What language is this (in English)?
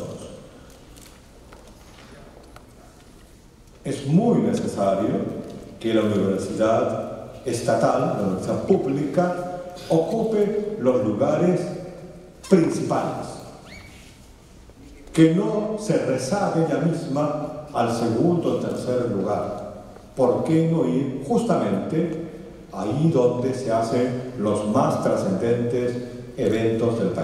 Spanish